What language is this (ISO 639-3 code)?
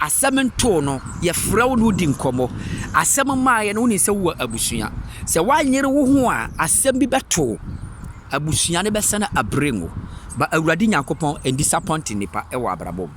aka